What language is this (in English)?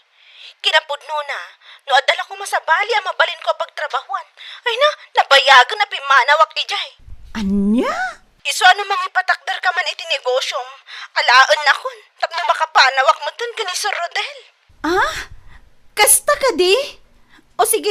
Iloko